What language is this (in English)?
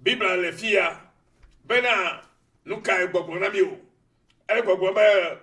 Ewe